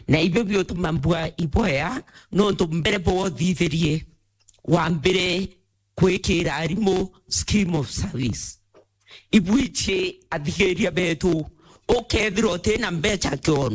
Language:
Meru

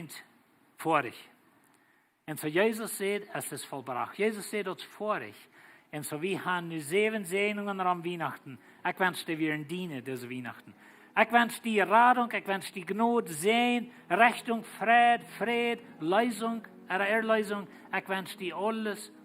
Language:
Plautdietsch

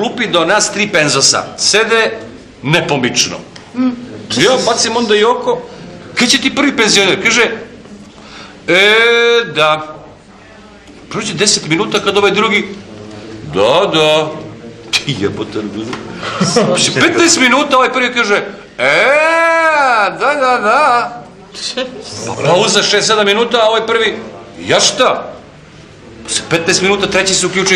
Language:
Serbian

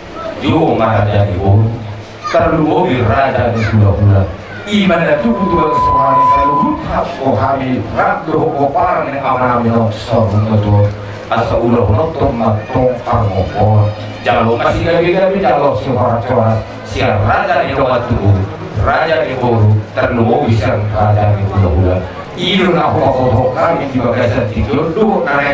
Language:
Batak Toba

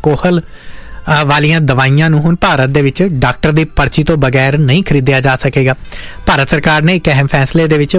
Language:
Punjabi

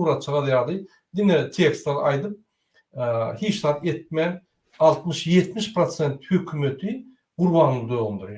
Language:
Turkmen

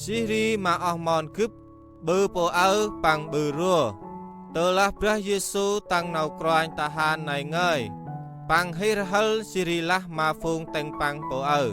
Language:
Central Mnong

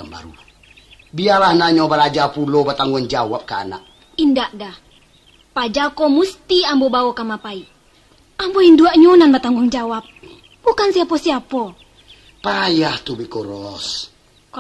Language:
Minangkabau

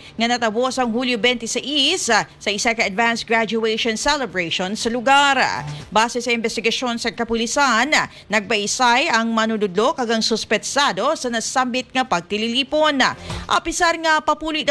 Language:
Hiligaynon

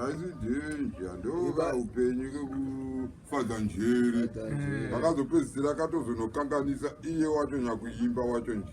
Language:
Shona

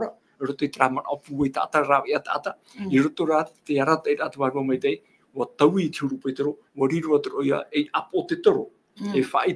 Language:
Tahitian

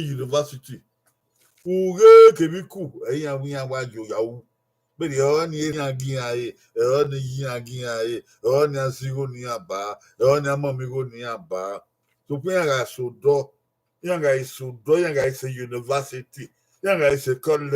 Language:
Bini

